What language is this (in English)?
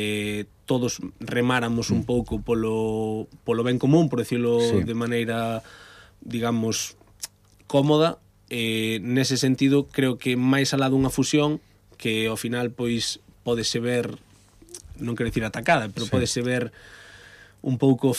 Galician